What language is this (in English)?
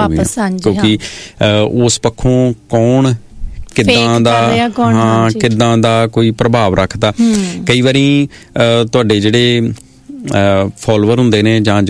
Punjabi